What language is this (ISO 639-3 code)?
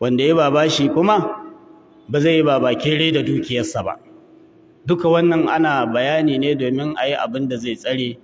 hau